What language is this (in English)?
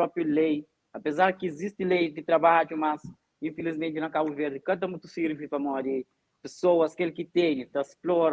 Kabuverdianu